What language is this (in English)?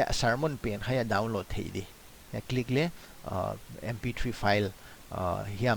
Paite Chin